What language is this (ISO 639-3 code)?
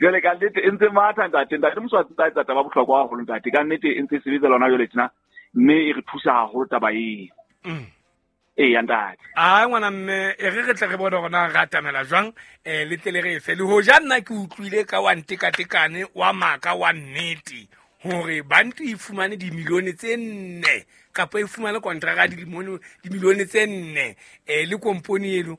sot